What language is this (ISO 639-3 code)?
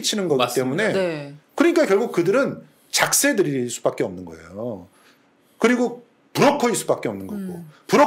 kor